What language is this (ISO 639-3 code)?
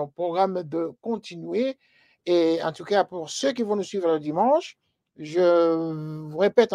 fra